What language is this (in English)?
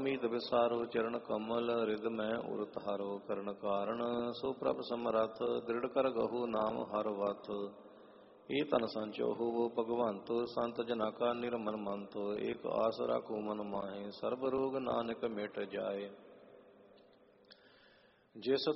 Punjabi